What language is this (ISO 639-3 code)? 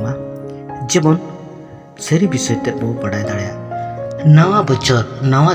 sat